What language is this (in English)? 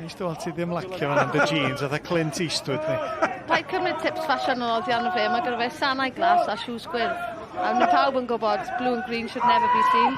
Welsh